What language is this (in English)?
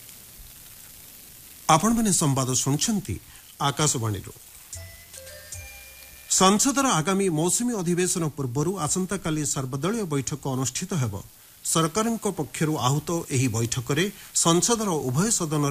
Odia